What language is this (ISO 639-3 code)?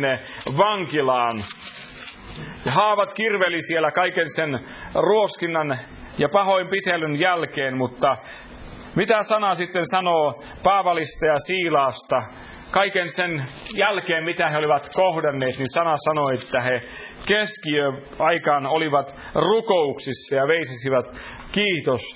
fin